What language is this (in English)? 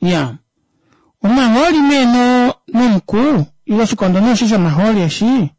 Kuanyama